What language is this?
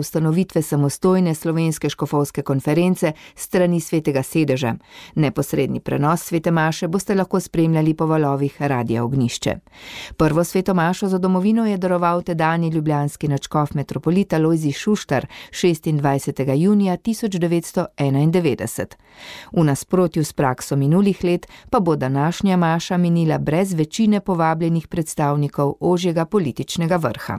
Slovenian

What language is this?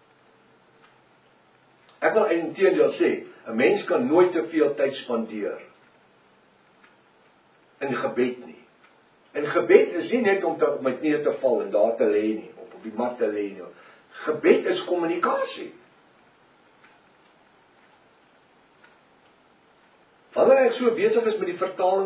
Afrikaans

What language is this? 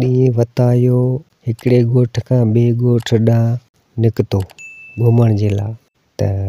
Sindhi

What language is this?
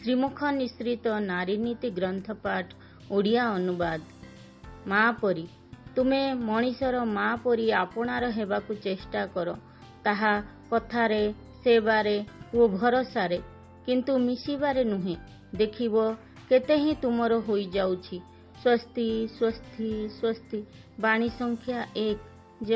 Odia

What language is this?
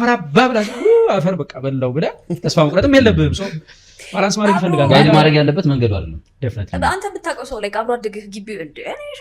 Amharic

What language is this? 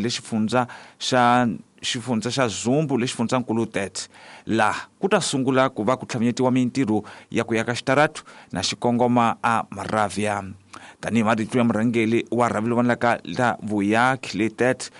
Tsonga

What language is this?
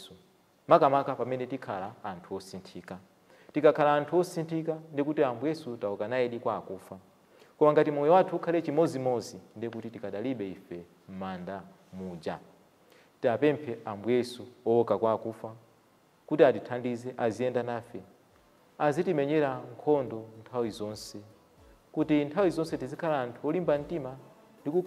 Nyanja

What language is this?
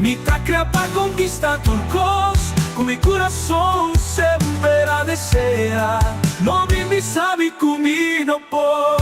Papiamento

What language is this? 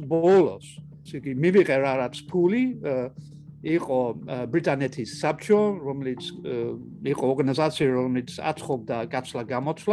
Georgian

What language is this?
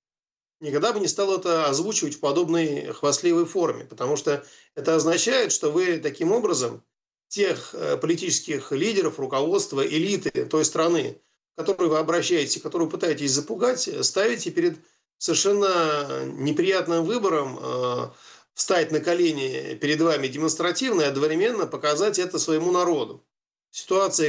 Russian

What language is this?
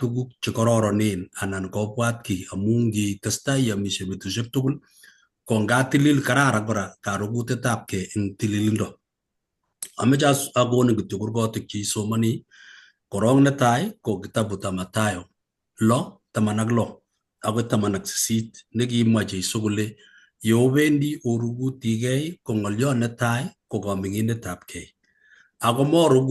Kalenjin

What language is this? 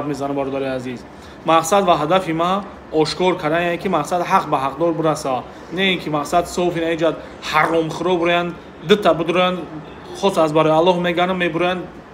Tajik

